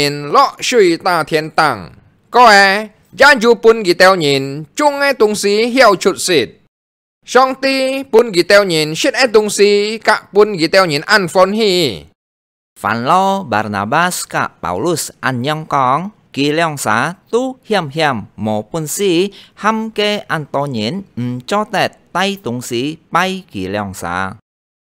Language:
Hakka Chinese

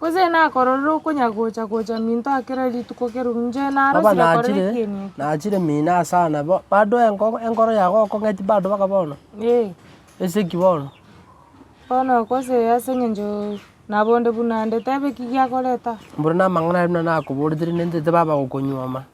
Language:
Gusii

